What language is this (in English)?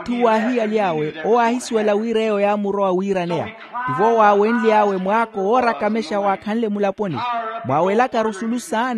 Makhuwa